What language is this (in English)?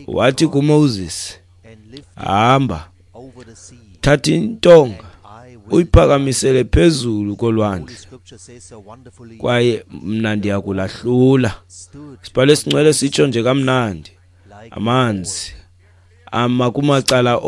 Xhosa